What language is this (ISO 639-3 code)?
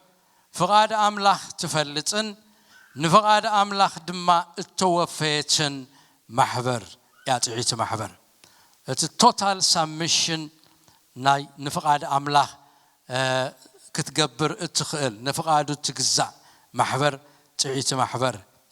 tir